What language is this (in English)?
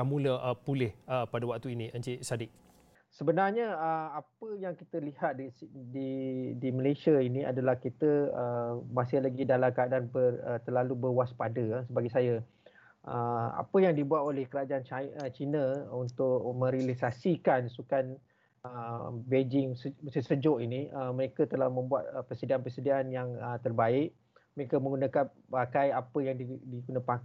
Malay